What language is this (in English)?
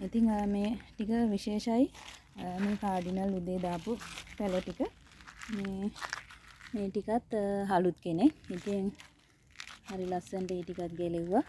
Sinhala